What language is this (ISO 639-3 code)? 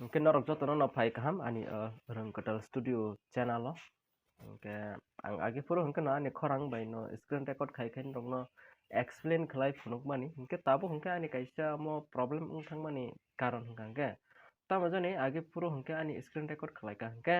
trp